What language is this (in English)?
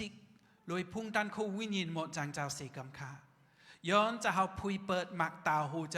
Shan